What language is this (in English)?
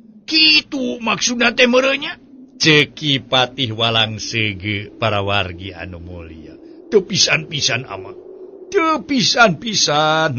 Sundanese